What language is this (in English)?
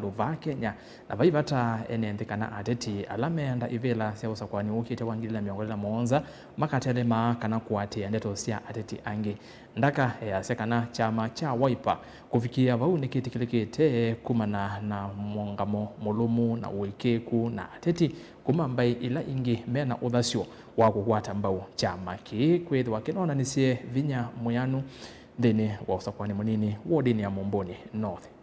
Kamba